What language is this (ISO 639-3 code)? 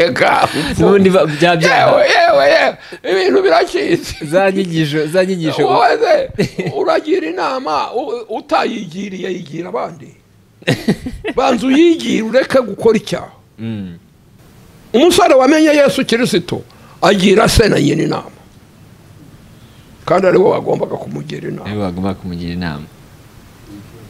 kin